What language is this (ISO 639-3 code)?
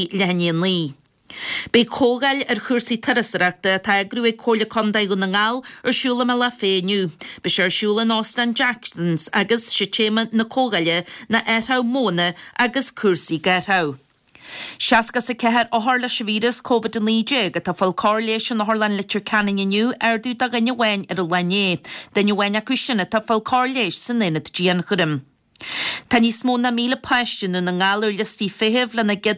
gle